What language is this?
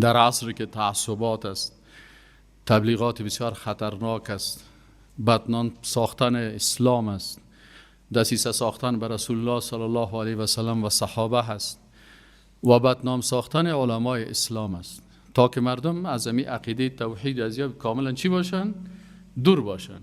Persian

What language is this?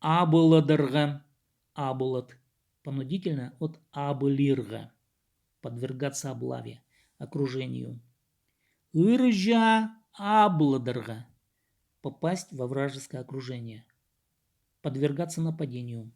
Khakas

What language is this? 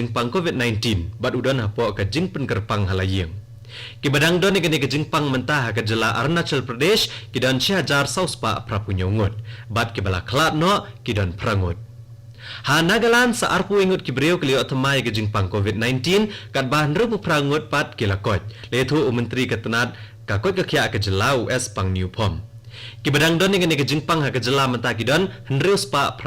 Khasi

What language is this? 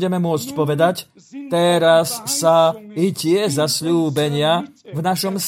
Slovak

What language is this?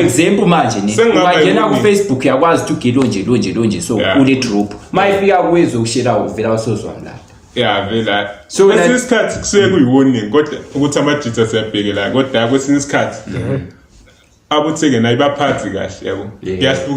Zulu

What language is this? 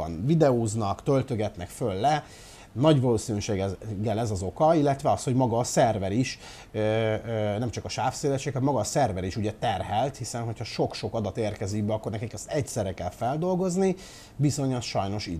Hungarian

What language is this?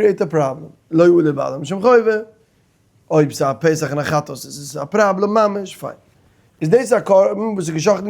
Yiddish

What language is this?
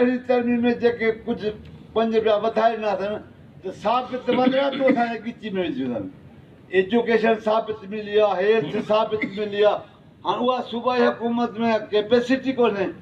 Sindhi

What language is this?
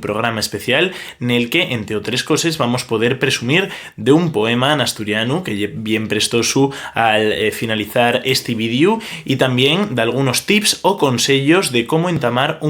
Asturian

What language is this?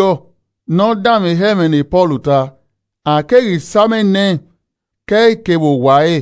Esan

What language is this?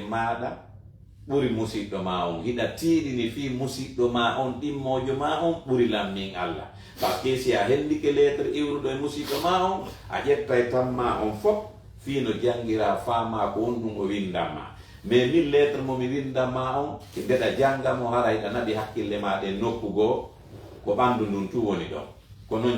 Fula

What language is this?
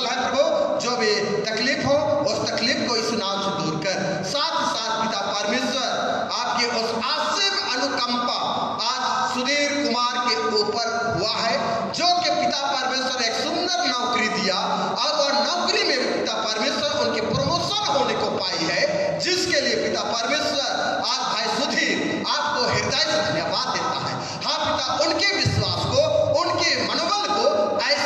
Hindi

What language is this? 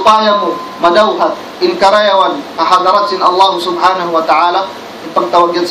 Tausug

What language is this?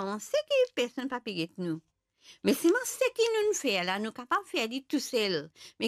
Morisyen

